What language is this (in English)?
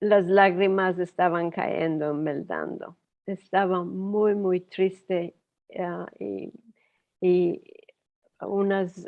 Ladino